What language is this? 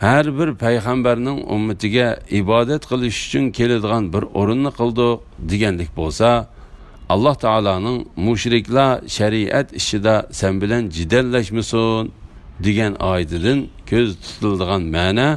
Uyghur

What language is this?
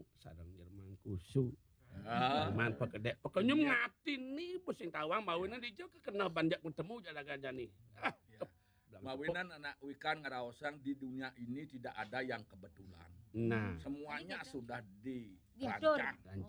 Balinese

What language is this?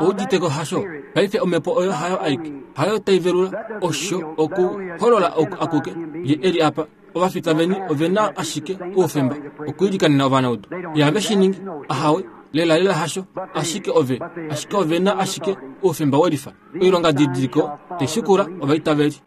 Kuanyama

